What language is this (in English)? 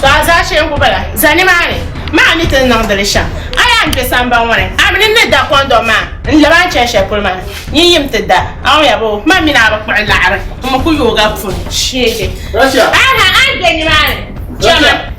Dagbani